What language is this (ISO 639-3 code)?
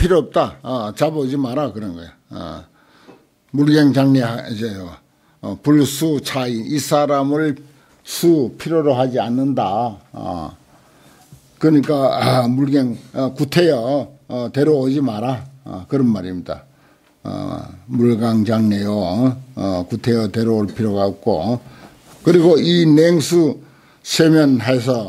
kor